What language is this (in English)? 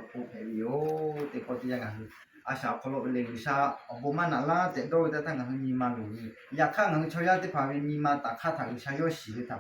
Lahu